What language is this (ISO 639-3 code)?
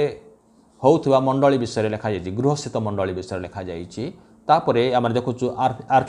ori